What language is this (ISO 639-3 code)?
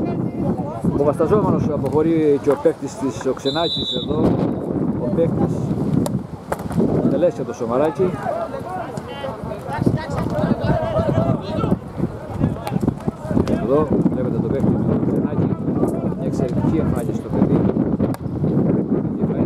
ell